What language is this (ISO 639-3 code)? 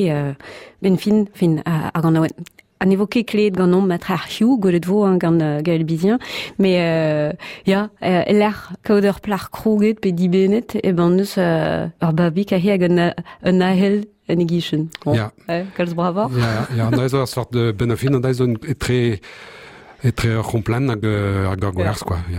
bre